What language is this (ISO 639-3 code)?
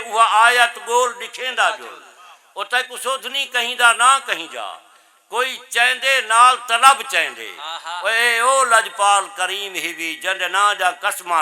skr